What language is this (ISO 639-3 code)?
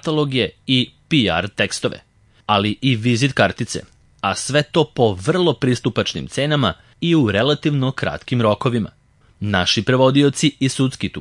srp